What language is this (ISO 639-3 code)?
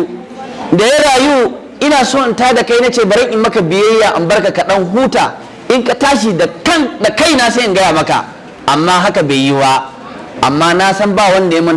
hau